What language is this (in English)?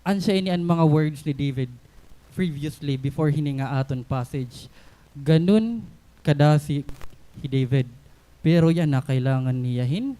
Waray